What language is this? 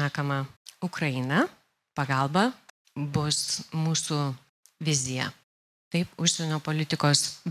Lithuanian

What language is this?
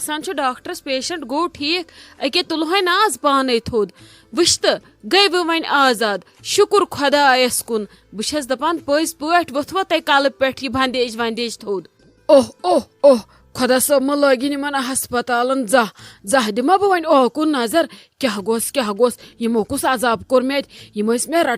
Kashmiri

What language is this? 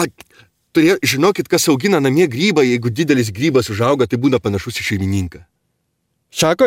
Lithuanian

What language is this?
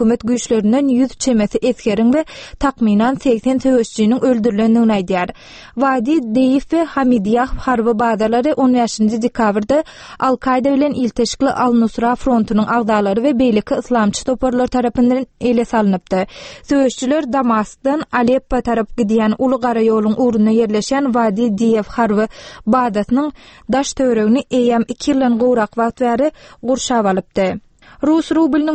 Turkmen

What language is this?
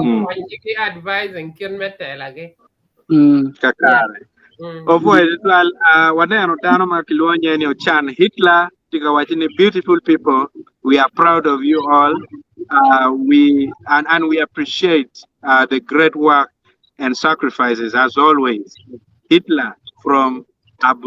Acoli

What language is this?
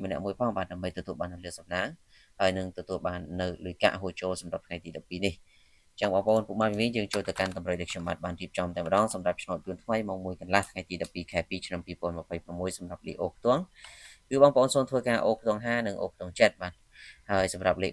Khmer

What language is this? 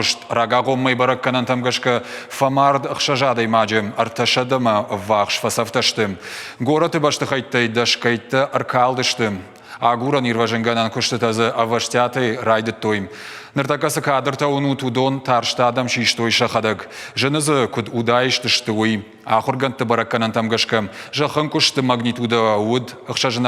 Ossetic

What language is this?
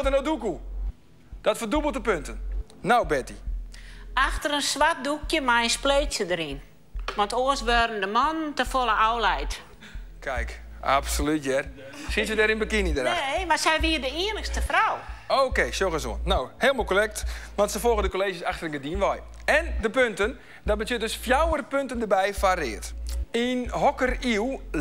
Western Frisian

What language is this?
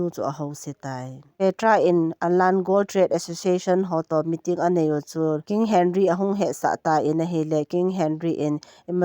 Thado Chin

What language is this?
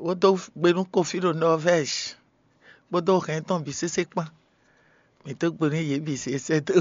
Fon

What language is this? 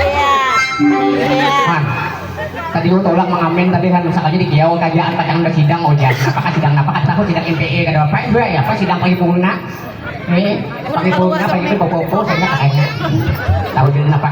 Banjar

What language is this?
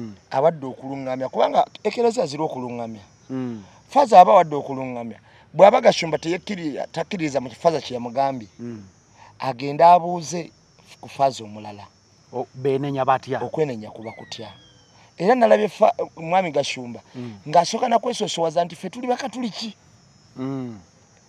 Ganda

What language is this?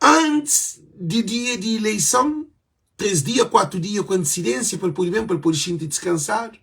Kabuverdianu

